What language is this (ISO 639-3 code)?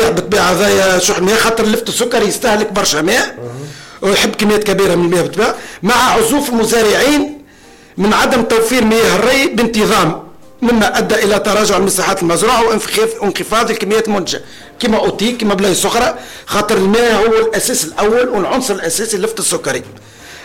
aeb